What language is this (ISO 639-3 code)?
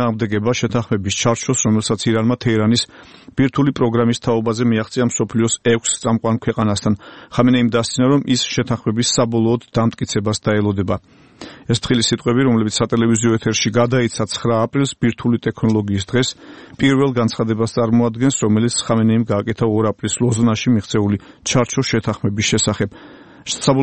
kat